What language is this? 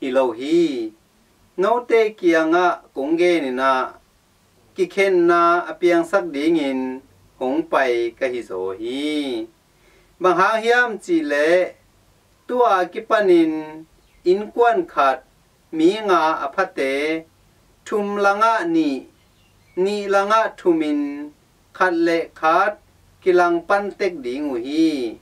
Tedim Chin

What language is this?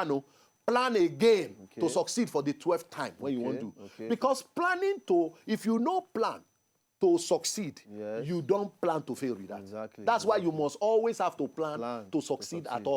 Nigerian Pidgin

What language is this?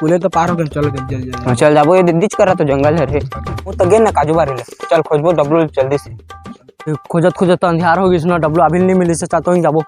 Chhattisgarhi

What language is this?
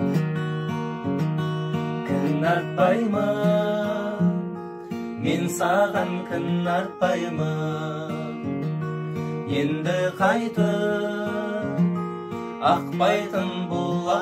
Kazakh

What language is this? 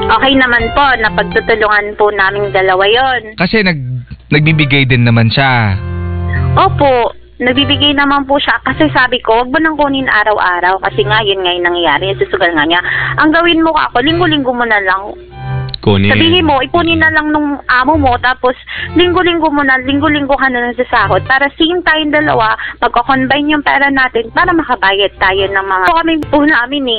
Filipino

